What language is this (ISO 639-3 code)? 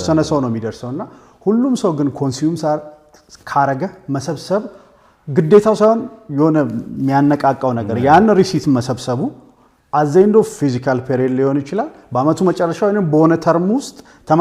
amh